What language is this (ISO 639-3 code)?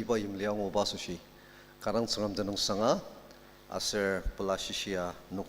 njo